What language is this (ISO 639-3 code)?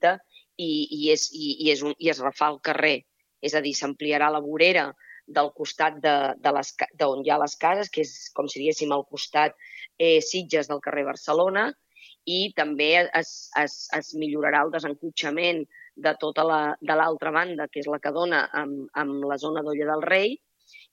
cat